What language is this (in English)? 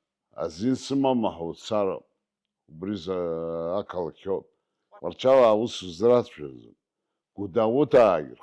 Abkhazian